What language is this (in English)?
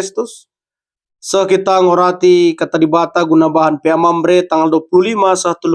Batak Karo